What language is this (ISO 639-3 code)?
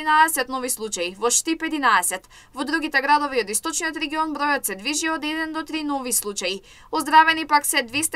mkd